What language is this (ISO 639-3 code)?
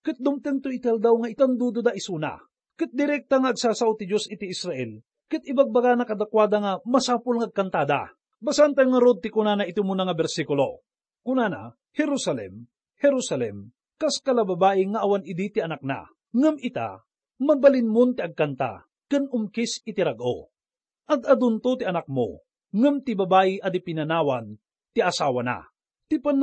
ilo